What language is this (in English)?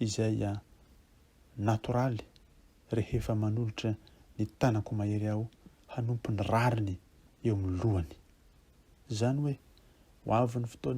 Malagasy